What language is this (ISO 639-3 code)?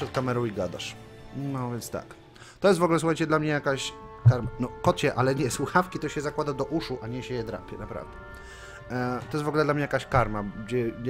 pol